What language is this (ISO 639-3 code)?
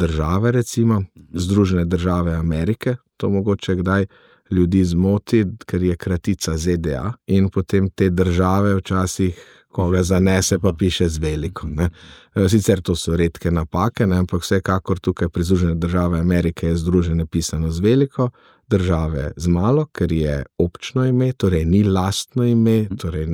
slv